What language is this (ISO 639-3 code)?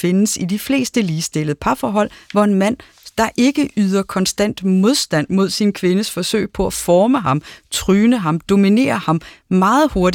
dan